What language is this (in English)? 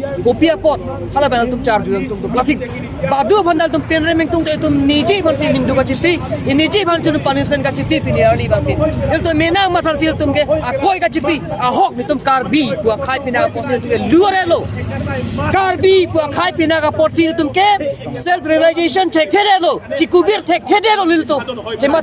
Karbi